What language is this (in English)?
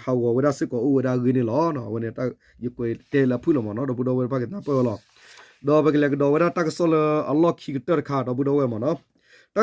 S'gaw Karen